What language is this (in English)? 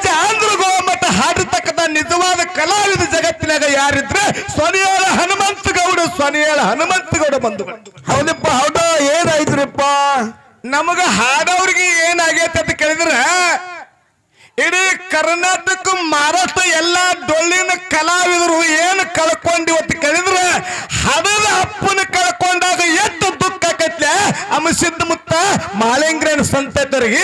Kannada